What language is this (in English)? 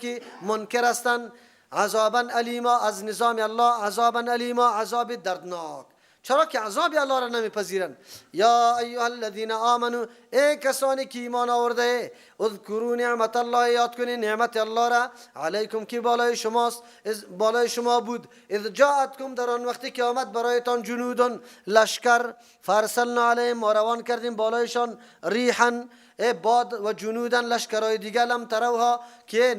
Persian